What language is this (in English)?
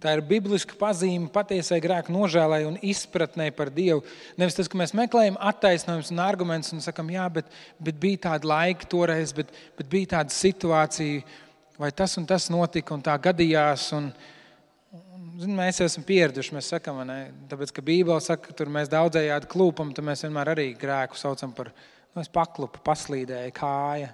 Latvian